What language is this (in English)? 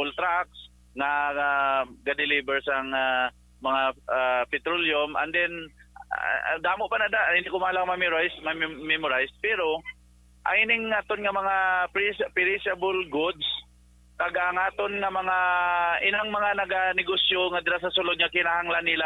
Hiligaynon